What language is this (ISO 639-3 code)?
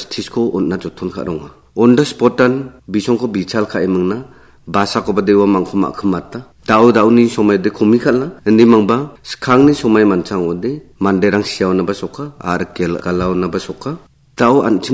grt